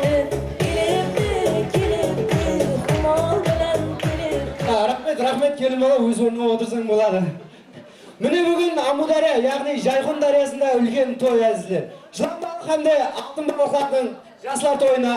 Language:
Kara-Kalpak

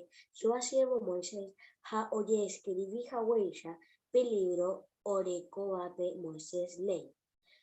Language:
Guarani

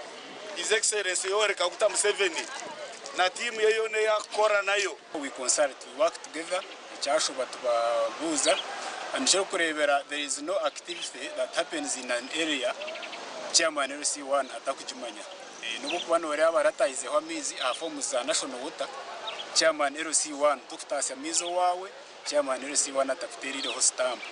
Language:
Nyankole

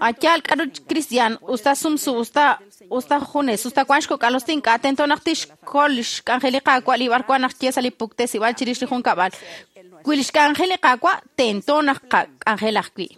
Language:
Kekchí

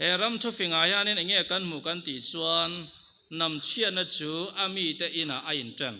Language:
Mizo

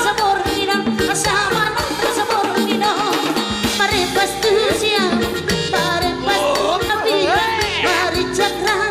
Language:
Batak Karo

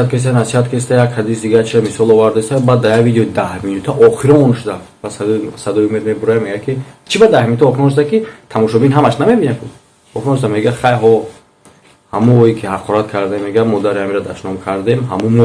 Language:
Tajik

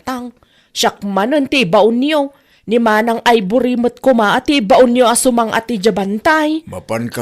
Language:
Iloko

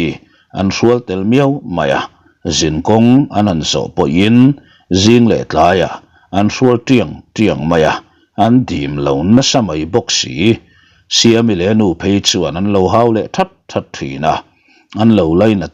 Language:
Mizo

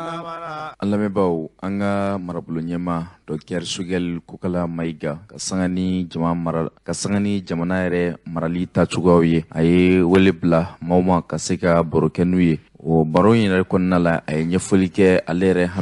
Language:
Bambara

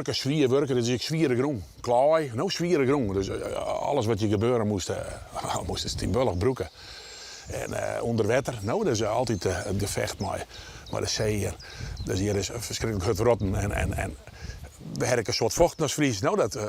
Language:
Western Frisian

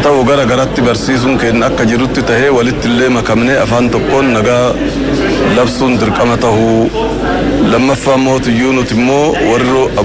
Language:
Oromo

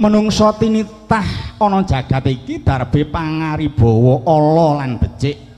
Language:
Javanese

